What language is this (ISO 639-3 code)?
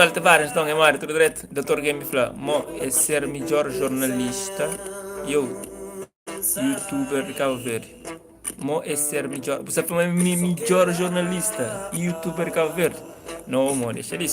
kea